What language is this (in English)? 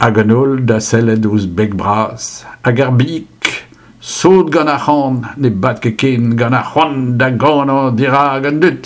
Breton